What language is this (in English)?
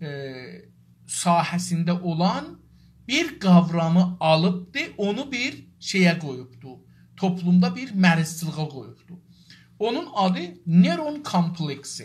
South Azerbaijani